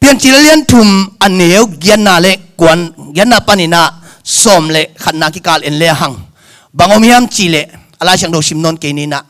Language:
Tedim Chin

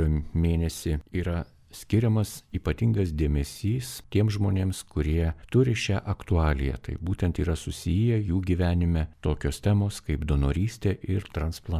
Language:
Lithuanian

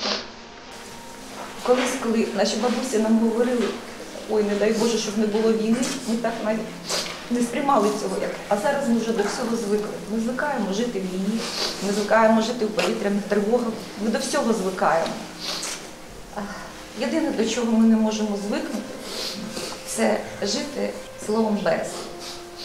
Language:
Ukrainian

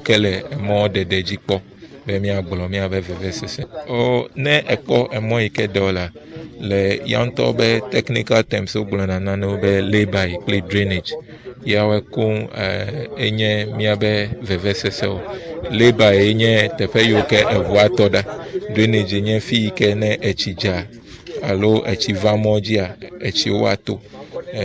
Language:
Ewe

